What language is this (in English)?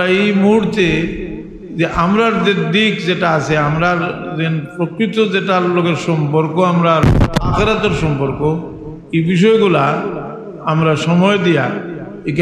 Sylheti